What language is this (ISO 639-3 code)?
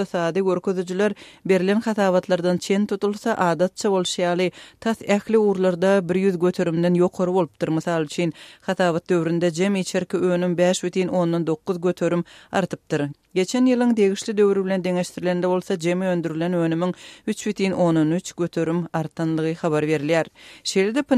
tuk